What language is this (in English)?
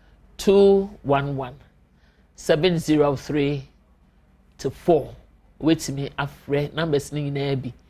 Akan